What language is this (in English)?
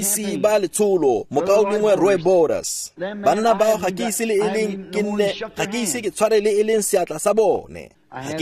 Tswana